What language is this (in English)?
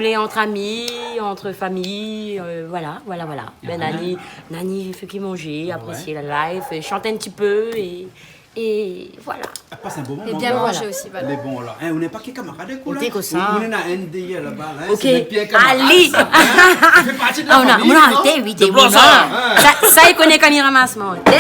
Réunion Creole French